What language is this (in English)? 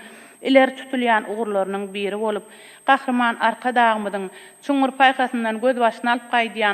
Turkmen